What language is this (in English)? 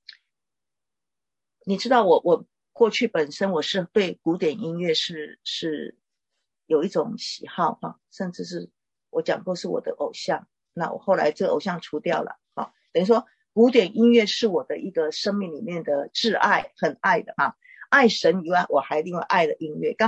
Chinese